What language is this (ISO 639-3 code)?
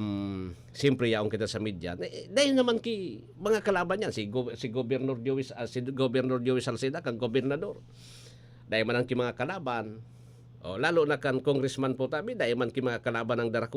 bik